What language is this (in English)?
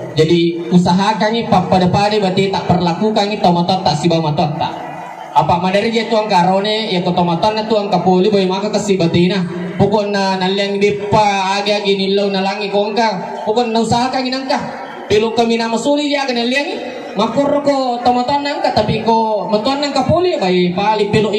Buginese